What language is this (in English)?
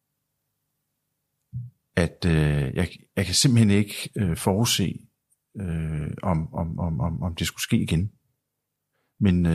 Danish